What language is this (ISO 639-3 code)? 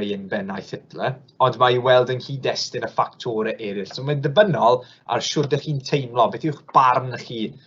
cym